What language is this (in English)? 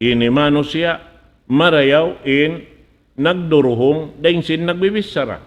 Tausug